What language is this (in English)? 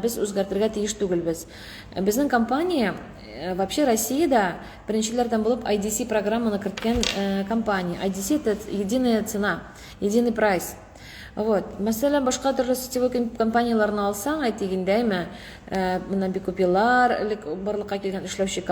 Tatar